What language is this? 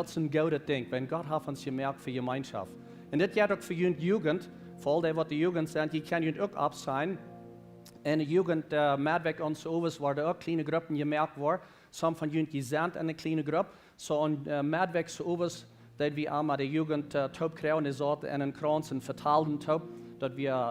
Plautdietsch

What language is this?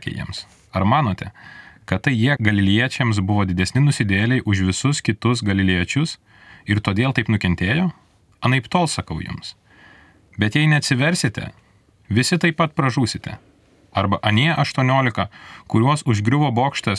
Lithuanian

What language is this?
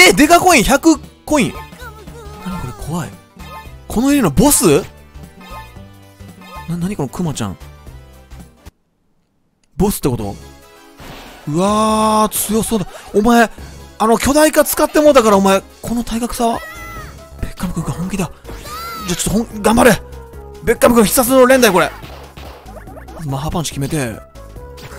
Japanese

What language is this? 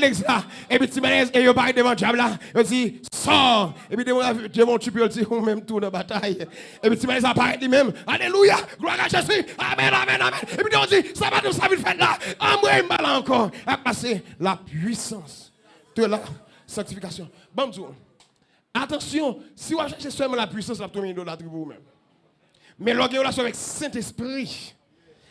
Haitian Creole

